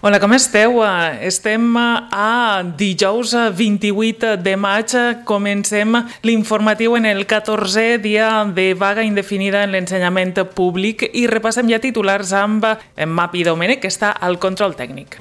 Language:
Catalan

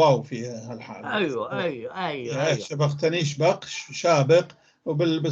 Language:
North Levantine Arabic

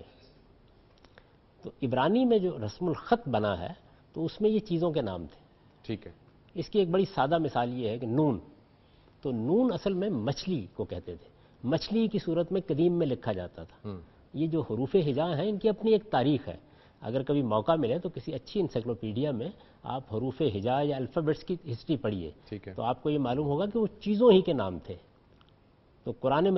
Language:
Urdu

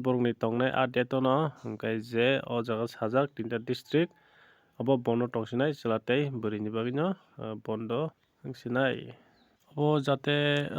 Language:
Kok Borok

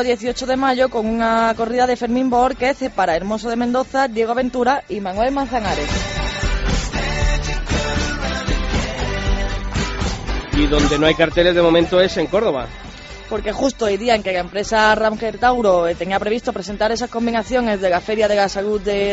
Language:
Spanish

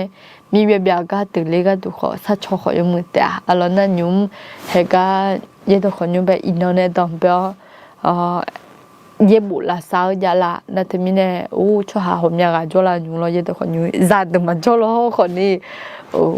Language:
Akha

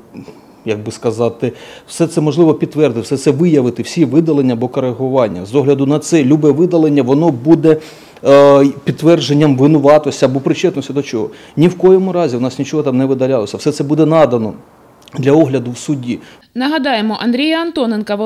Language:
Ukrainian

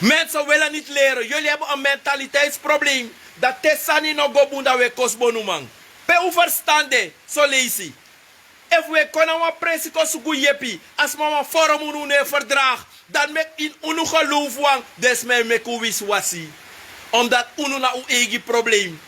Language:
Sranan Tongo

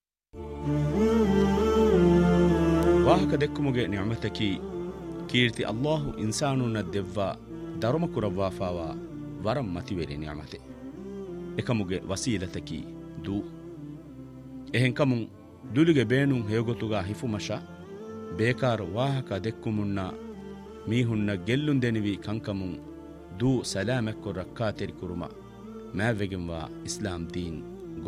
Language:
Divehi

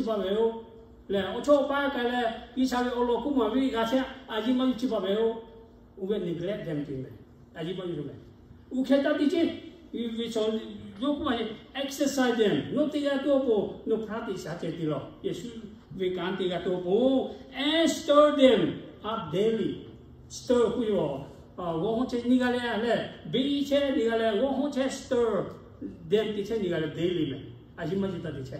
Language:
Lahu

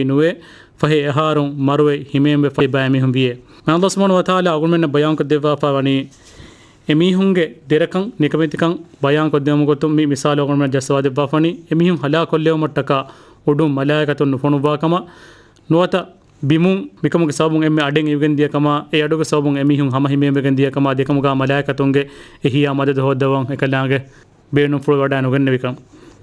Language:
Divehi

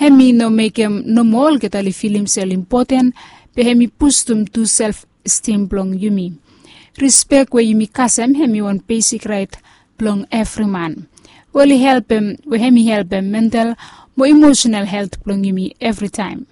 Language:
Bislama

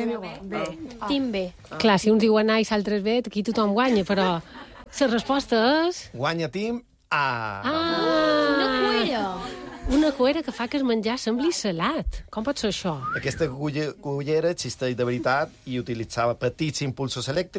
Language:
Catalan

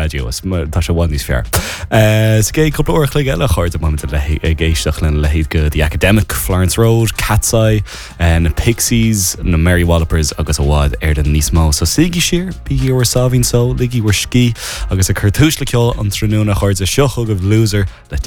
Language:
Irish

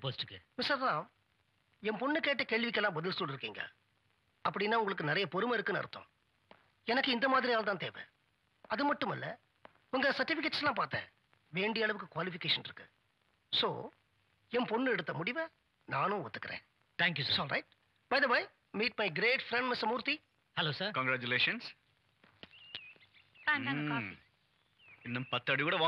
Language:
Tamil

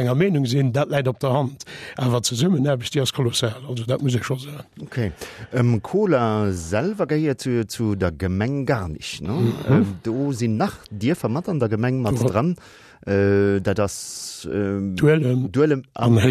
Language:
Luxembourgish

